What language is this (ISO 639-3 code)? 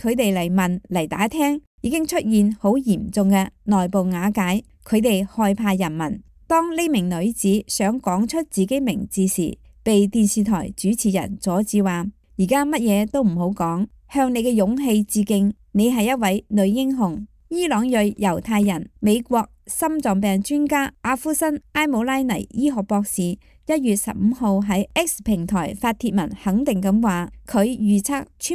yue